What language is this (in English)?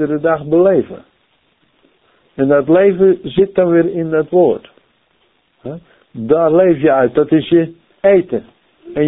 Dutch